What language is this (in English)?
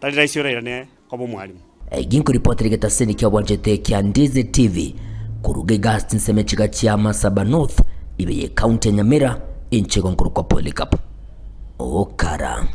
Gusii